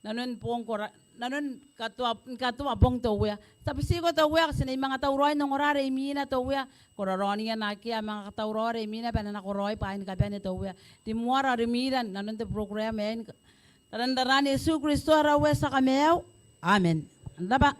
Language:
Gilbertese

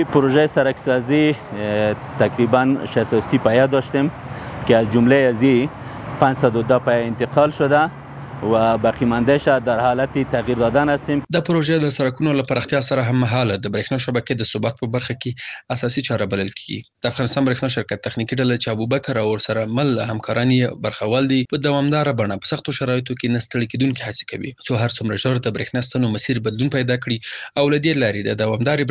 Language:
Pashto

